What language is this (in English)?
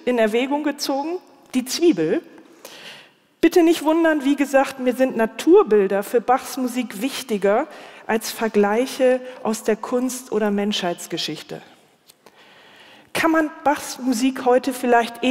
German